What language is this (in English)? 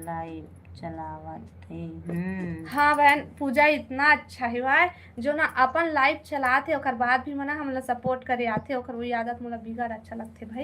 Chhattisgarhi